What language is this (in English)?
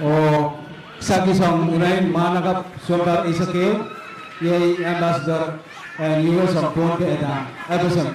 Pohnpeian